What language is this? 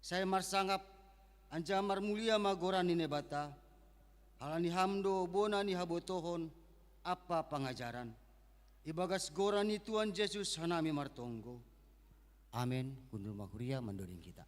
Batak Simalungun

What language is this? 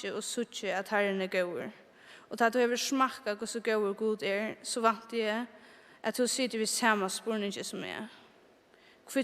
Faroese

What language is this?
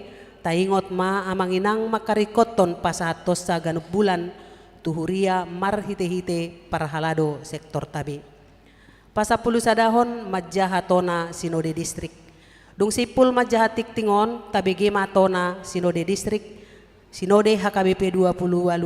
Batak Toba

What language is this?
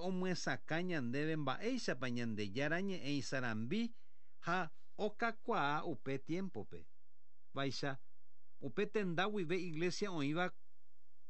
Guarani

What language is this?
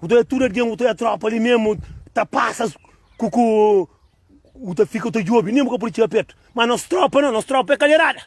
Kabuverdianu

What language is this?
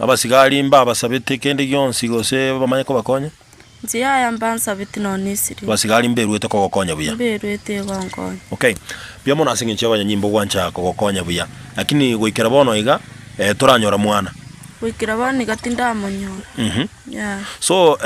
Gusii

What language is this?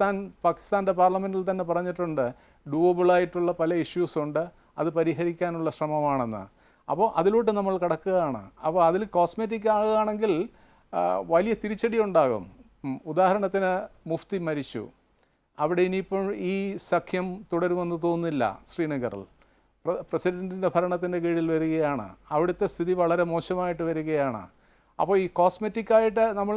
Malayalam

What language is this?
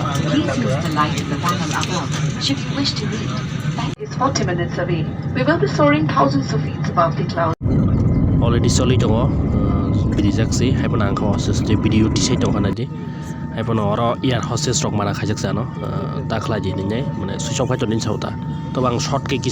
Kok Borok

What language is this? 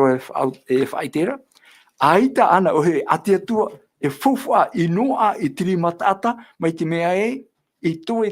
Tahitian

